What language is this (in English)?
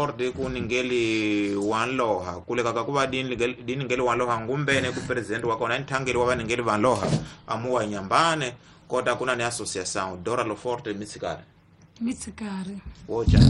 Tsonga